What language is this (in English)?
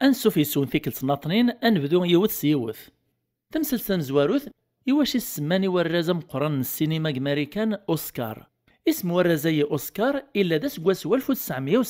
Kabyle